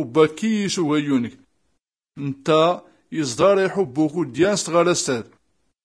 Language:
Tachelhit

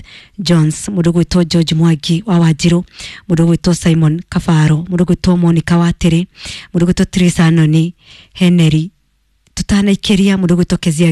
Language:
Kikuyu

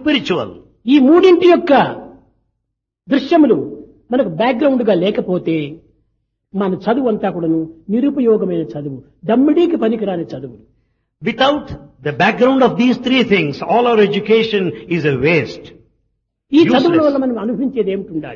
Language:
Telugu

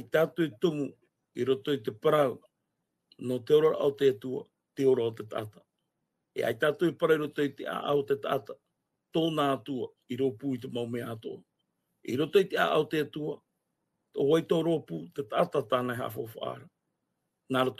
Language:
Tahitian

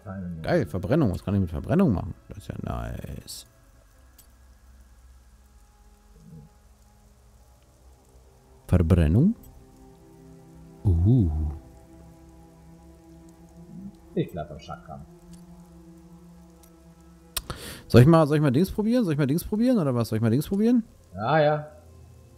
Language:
German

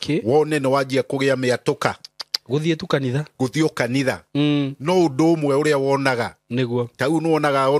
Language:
Kikuyu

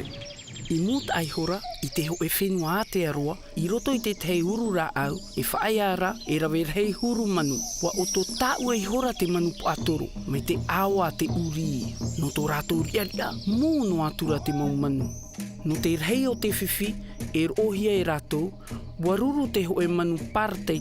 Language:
Tahitian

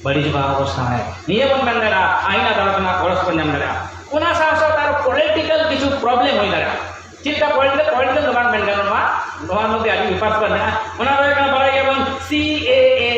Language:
Santali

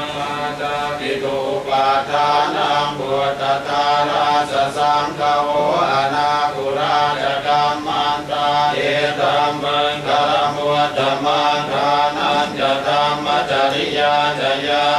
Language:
Pali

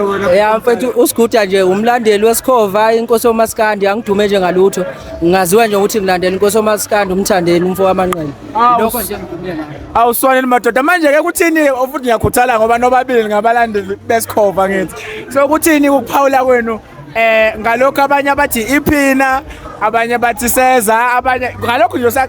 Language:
Zulu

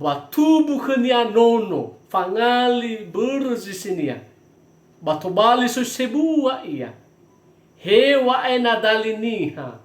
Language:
Nias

